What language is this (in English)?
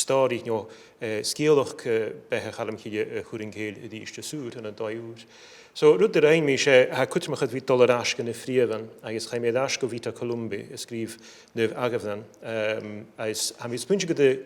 Scottish Gaelic